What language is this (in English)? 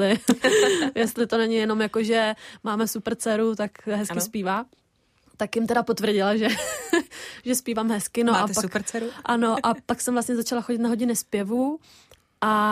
Czech